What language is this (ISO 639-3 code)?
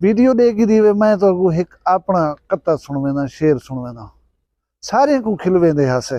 skr